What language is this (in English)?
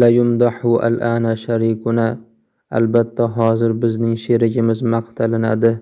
Uzbek